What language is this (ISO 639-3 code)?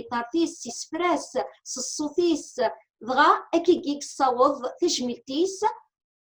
kab